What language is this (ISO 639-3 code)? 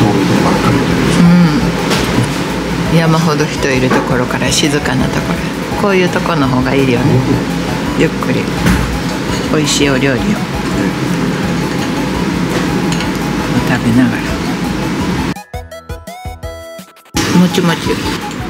jpn